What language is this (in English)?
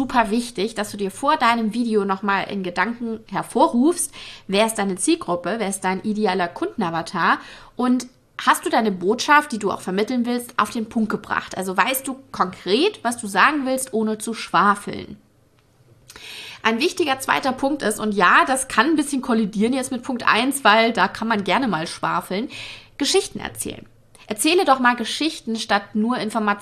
German